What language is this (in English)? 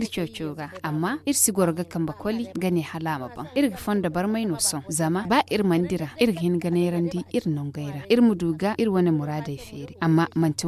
Zarma